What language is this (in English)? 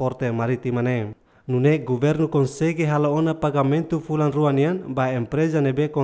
Tetum